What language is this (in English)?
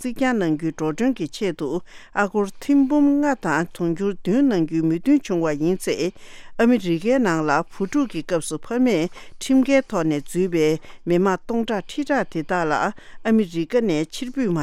Tibetan